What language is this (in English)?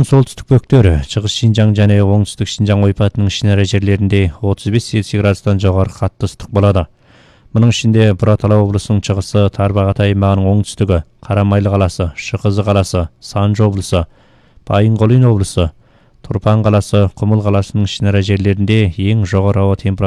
Kazakh